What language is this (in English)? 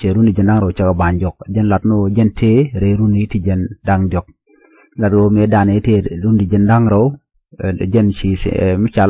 Nuer